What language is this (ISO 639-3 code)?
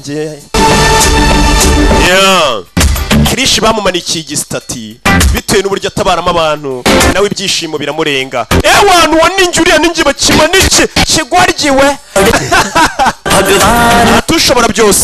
kin